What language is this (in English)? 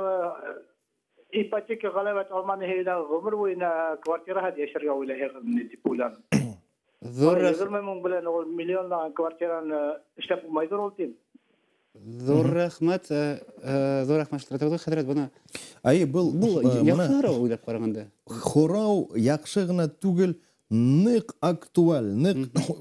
Bashkir